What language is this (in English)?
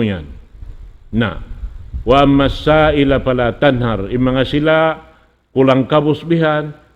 Tausug